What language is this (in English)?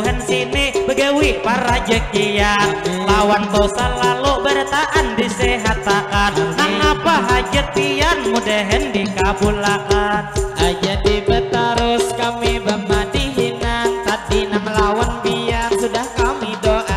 Banjar